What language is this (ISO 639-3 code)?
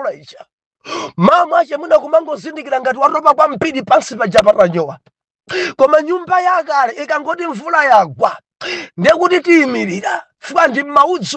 nya